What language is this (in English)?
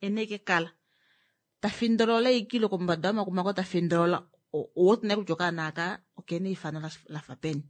Kuanyama